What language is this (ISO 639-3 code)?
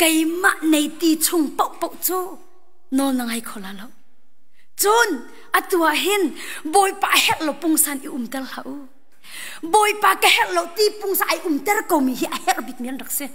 cnh